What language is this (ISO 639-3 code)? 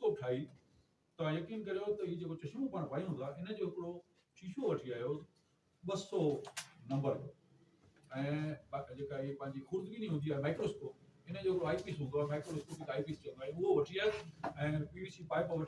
snd